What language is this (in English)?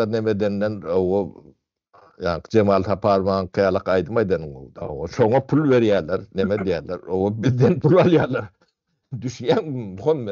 Turkmen